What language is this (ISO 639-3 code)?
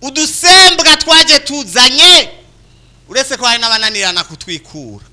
run